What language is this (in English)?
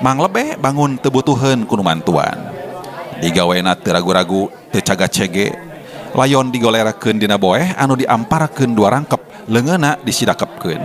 Sundanese